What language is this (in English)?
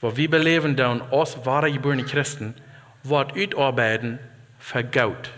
Plautdietsch